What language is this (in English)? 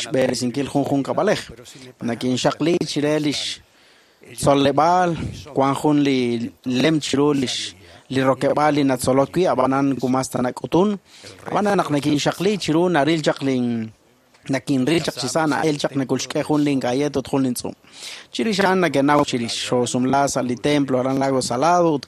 Kekchí